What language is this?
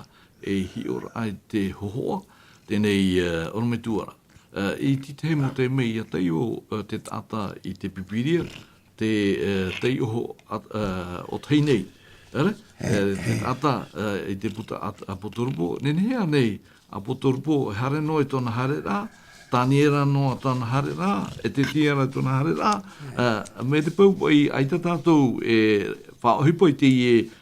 Tahitian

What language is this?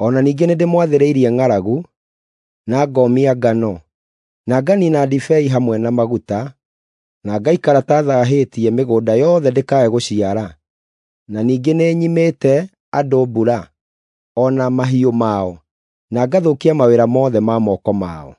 Kikuyu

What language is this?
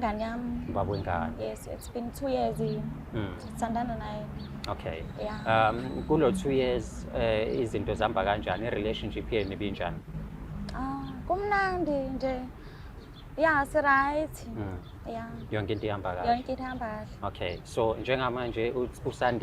Zulu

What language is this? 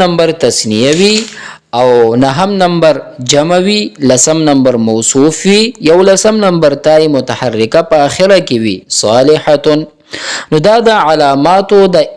Pashto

